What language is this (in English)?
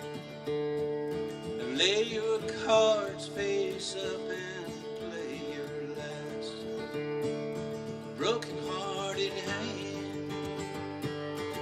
English